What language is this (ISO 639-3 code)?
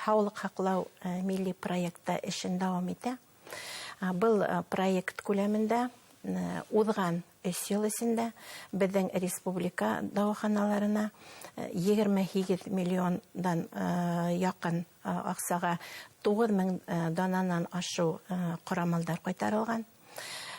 bak